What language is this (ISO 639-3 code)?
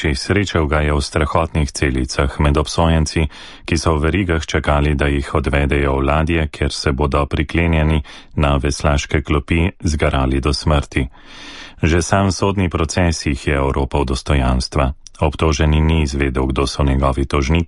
slv